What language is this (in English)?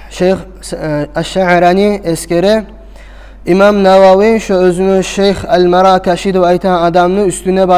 Kumyk